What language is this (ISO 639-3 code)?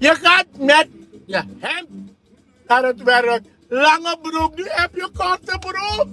srn